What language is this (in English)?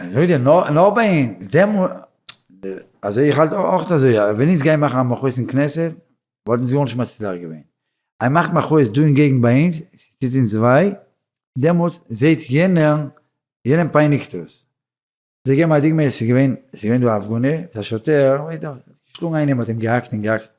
Yiddish